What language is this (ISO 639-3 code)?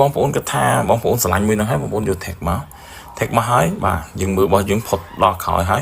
khm